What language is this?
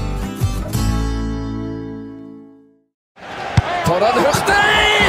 Norwegian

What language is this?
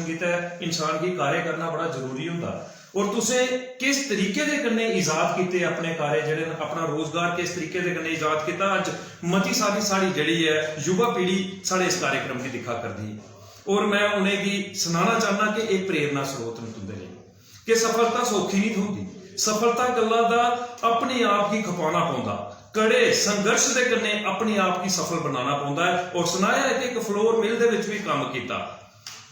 Dogri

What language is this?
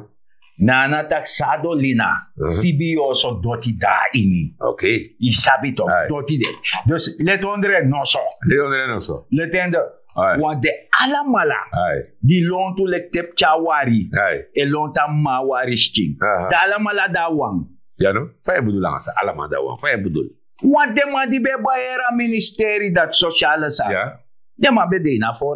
Sranan Tongo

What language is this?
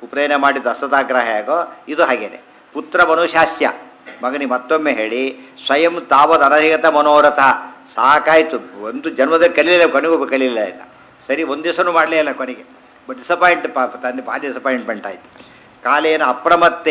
Kannada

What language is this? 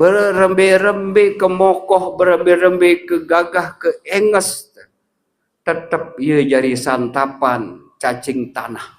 Sasak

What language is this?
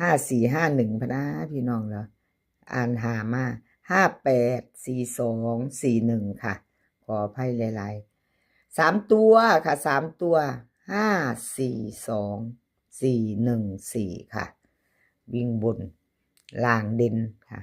Northeastern Thai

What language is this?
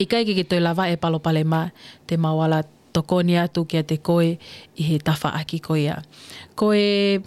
Tongan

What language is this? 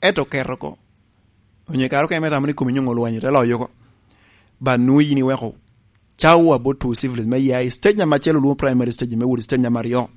Lango (Uganda)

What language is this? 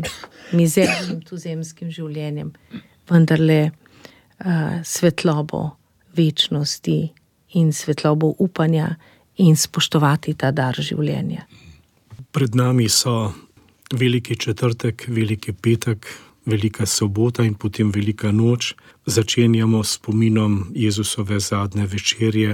Slovenian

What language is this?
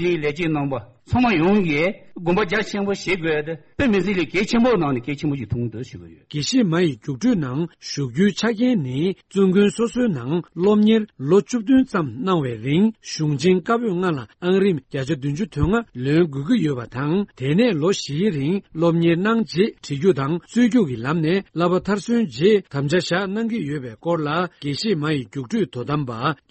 Tibetan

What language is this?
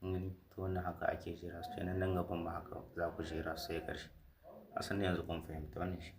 Hausa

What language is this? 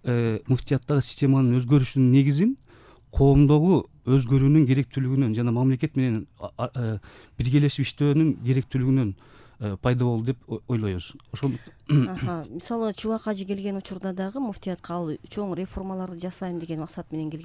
Kyrgyz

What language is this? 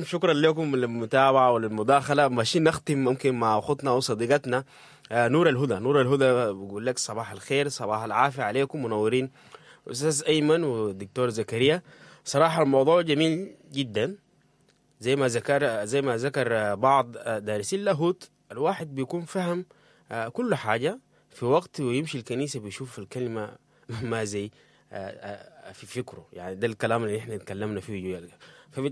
Sudanese Arabic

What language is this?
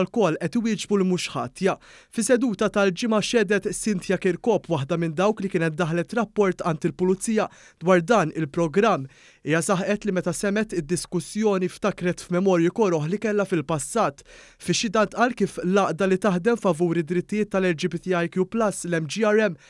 Maltese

